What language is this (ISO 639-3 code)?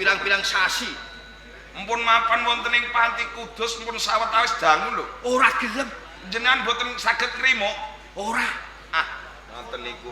jav